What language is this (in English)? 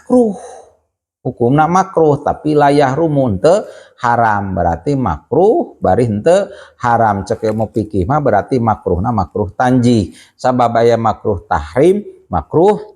Sundanese